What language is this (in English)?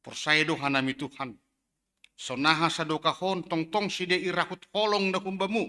Batak Simalungun